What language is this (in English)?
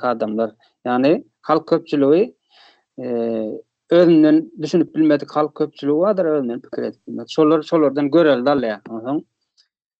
Turkmen